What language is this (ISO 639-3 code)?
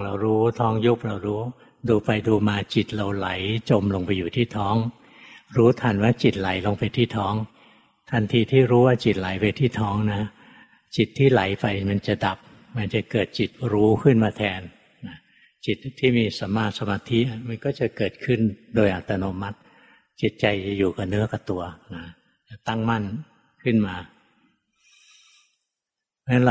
tha